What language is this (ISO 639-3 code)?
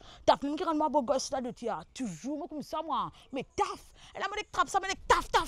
mfe